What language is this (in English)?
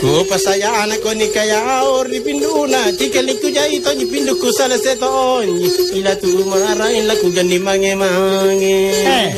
Makasar